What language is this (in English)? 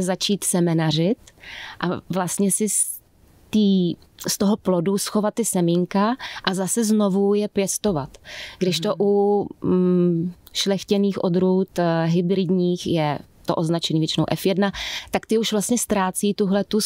Czech